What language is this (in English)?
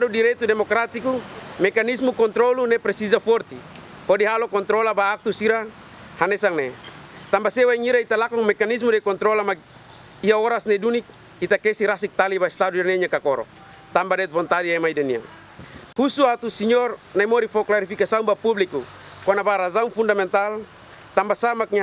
Tetum